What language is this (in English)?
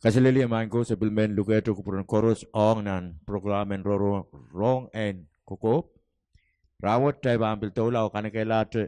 Pohnpeian